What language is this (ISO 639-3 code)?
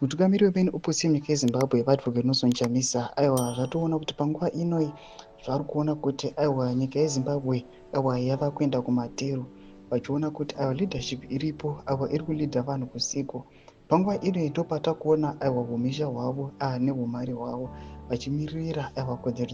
sna